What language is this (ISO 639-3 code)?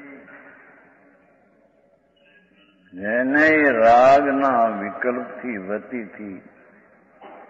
guj